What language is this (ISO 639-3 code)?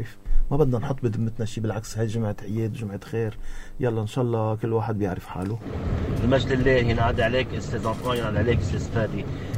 apc